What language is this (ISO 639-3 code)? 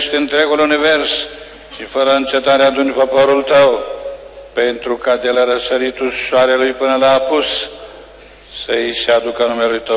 ron